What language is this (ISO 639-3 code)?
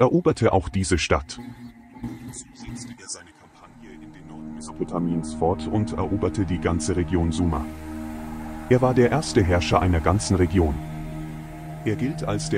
deu